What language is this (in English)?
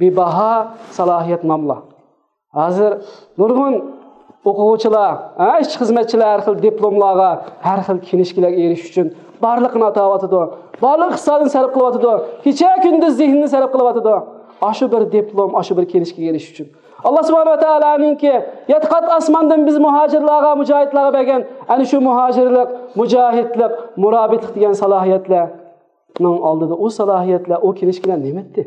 Uyghur